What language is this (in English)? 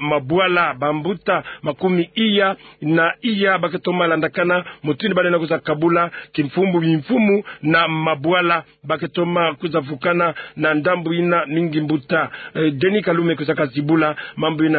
Kituba (Democratic Republic of Congo)